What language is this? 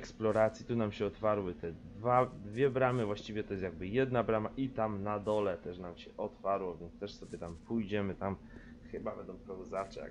Polish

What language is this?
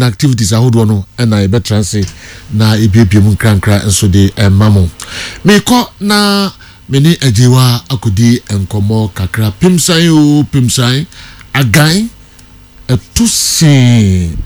Akan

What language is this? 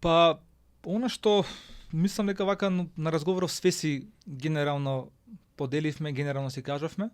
Macedonian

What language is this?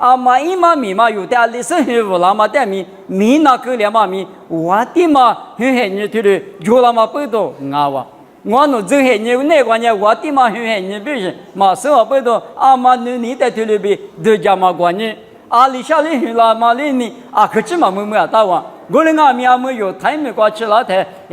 Lisu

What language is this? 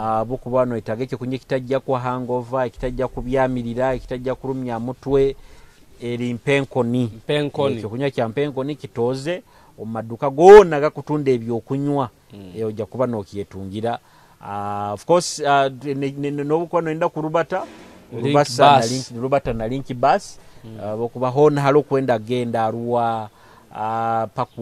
Nyoro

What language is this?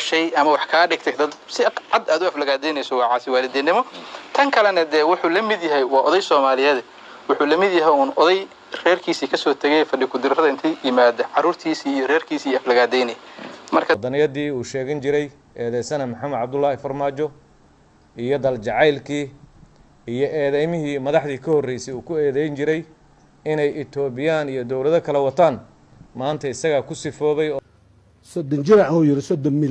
Somali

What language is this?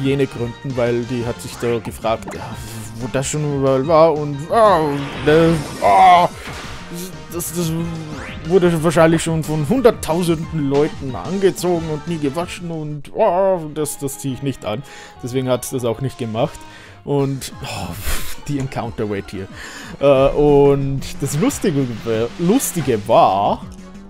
German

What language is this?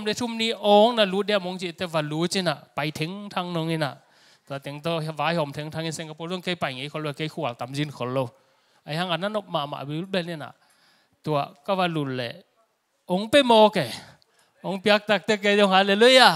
Tedim Chin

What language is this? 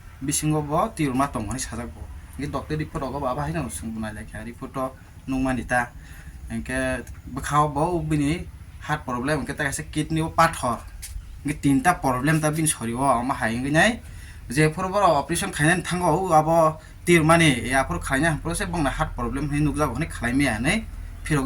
Kok Borok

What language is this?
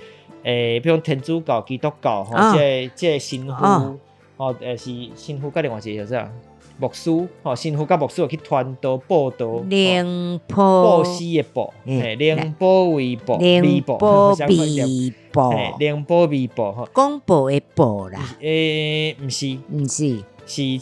Min Nan Chinese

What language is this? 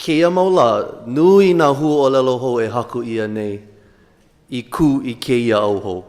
Hawaiian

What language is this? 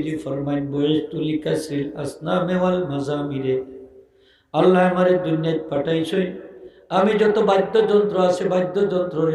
Sylheti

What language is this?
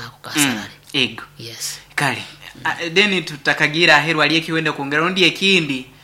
Nyankole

